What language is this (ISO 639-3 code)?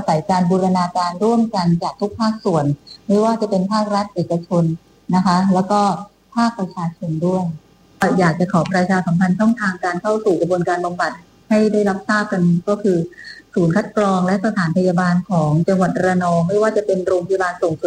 tha